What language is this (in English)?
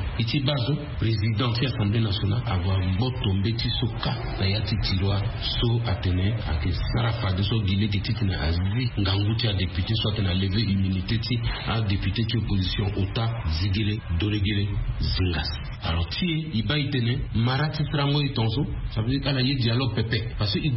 Sango